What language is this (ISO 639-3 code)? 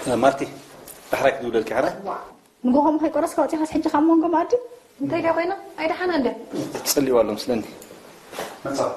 tir